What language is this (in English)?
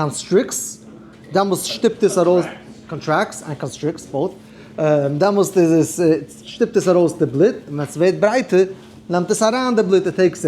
Yiddish